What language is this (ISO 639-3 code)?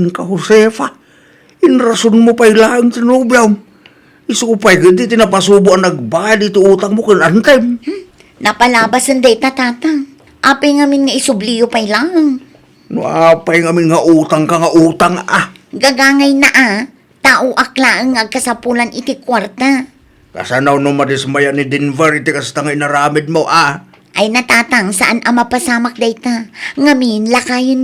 ilo